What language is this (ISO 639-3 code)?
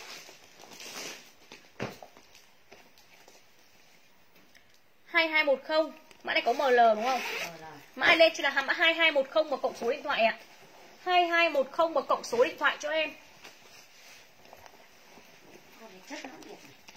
vie